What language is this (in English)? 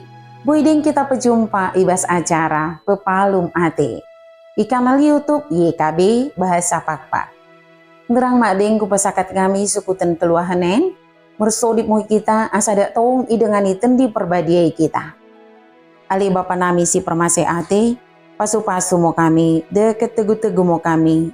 Batak Dairi